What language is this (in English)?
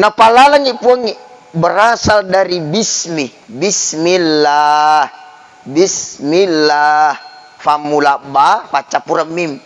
Buginese